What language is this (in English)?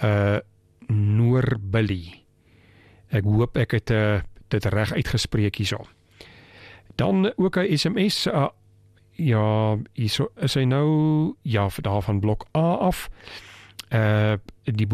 Afrikaans